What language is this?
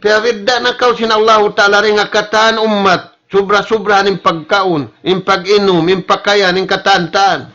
Tausug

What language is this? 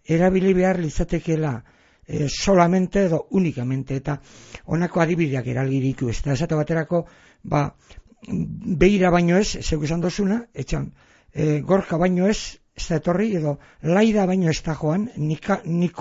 Basque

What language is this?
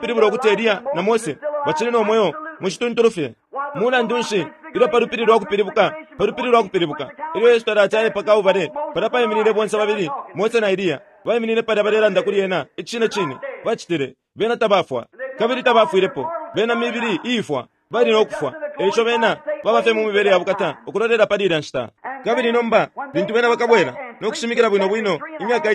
Bemba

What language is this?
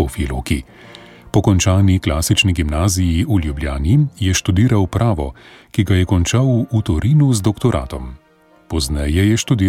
Slovenian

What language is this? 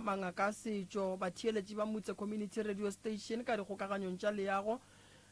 Northern Sotho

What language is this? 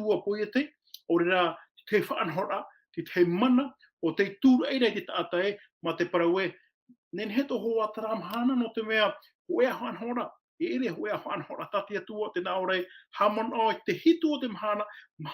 Tahitian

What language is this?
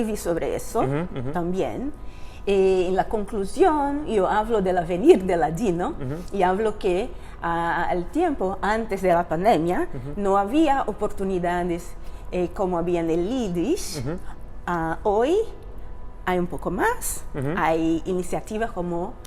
Ladino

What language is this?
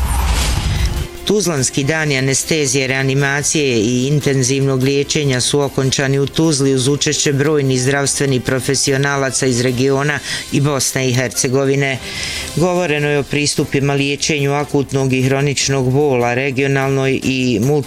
Bosnian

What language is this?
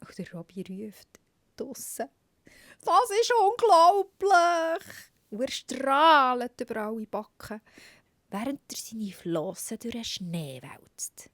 Swiss German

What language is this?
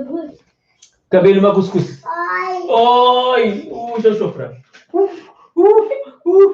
Kabuverdianu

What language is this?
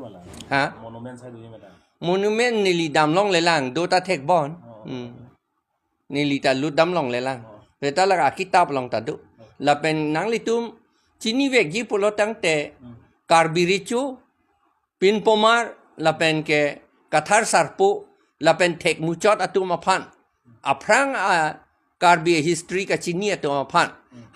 Karbi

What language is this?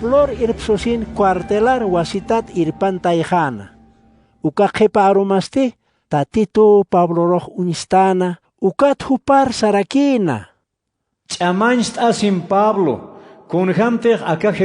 Aymara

